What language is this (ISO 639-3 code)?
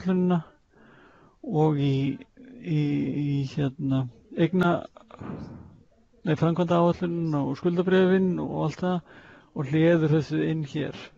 isl